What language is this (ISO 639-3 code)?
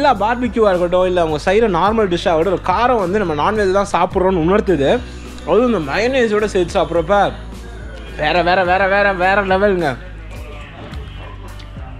tam